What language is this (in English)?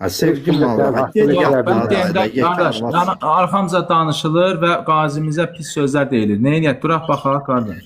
Azerbaijani